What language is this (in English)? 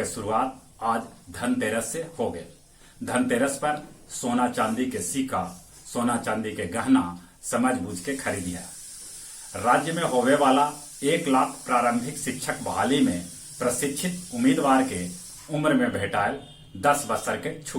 Magahi